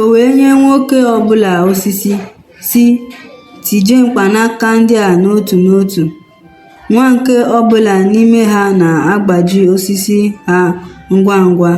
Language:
Igbo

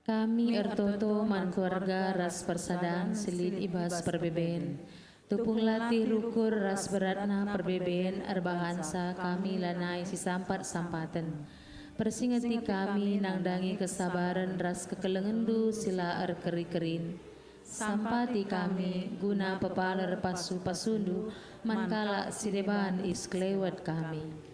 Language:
Batak Karo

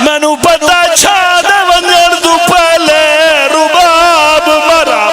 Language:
Pahari-Potwari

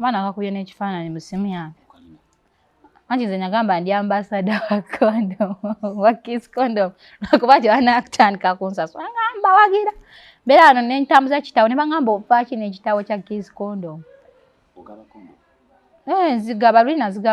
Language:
Ganda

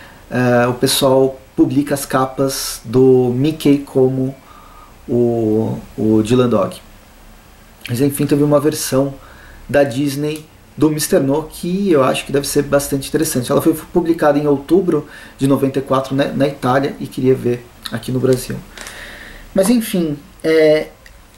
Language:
Portuguese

